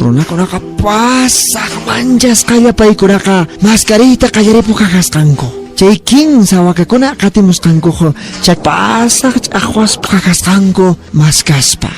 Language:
Quechua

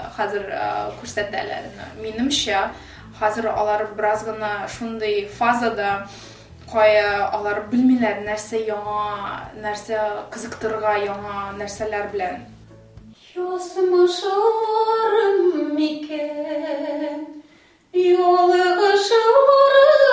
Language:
Tatar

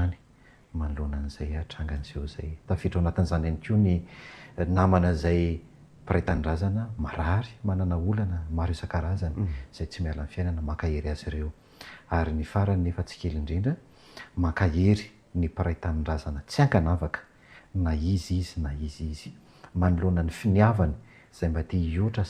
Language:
Malagasy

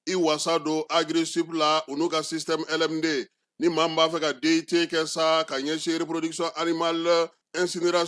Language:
Bambara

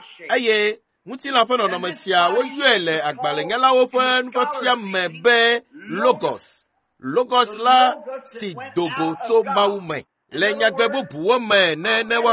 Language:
Ewe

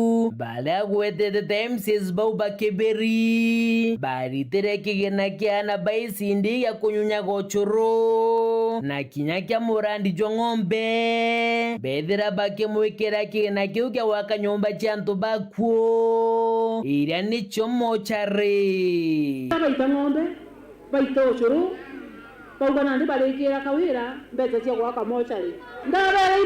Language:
Meru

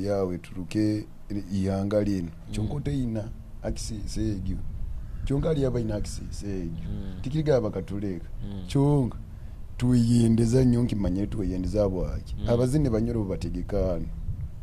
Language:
Nyoro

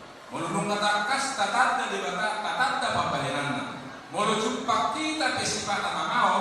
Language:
Batak Toba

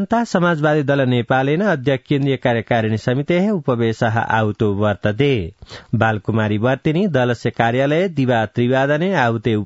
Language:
Sanskrit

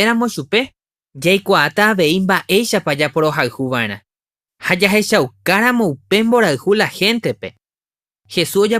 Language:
Guarani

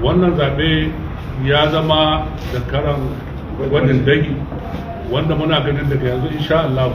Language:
Hausa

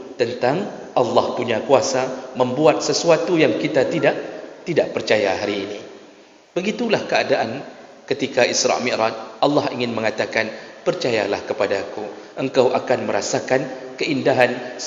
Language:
Malay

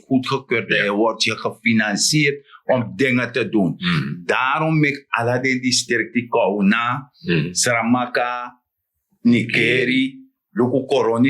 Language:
Sranan Tongo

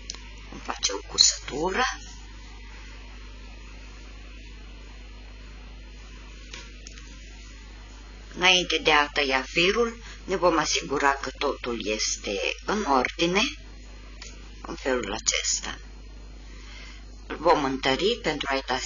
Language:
Romanian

